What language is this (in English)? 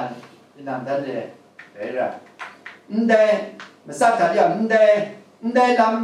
Kachin